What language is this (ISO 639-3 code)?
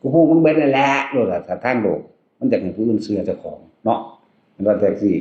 tts